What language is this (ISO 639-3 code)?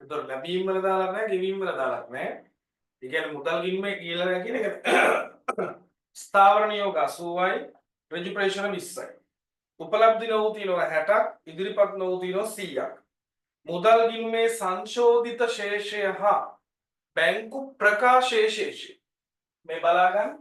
sin